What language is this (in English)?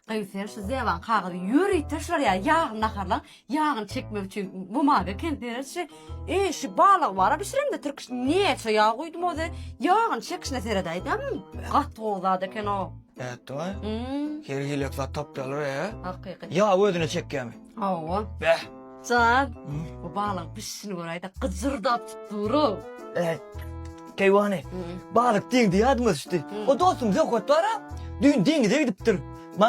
Turkmen